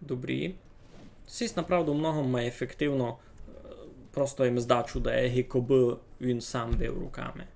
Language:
Rusyn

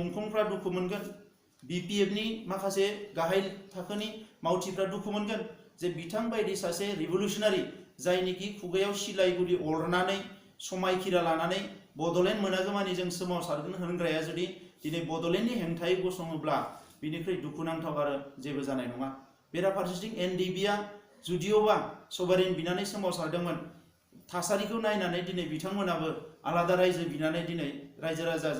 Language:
Bodo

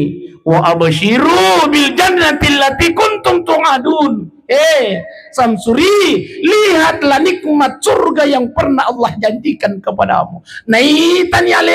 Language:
Buginese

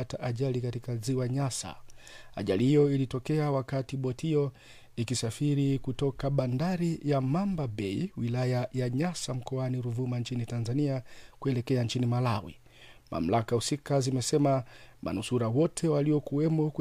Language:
Swahili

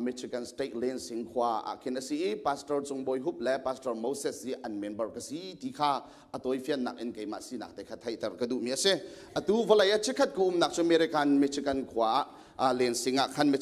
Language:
Hakha Chin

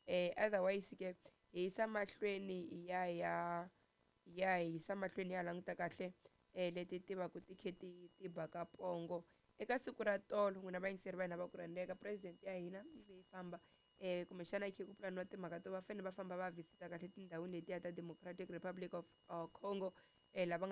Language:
Tsonga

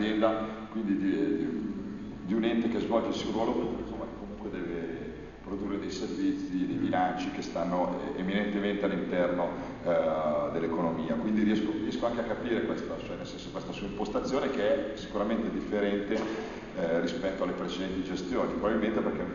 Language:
Italian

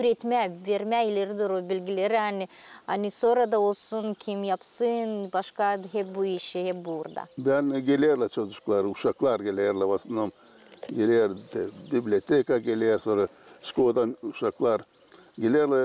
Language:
Gagauz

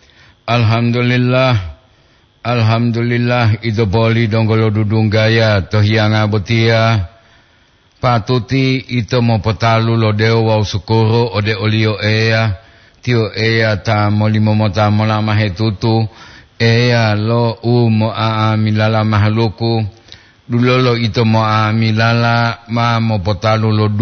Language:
Gorontalo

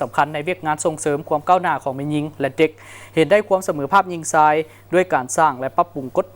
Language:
Lao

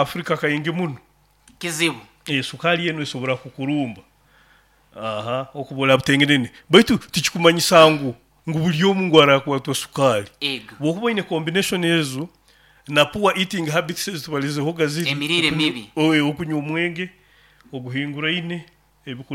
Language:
Nyoro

